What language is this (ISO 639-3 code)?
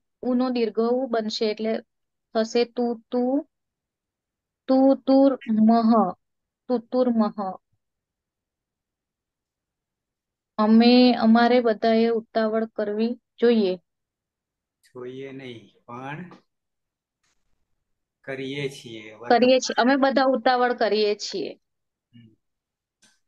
guj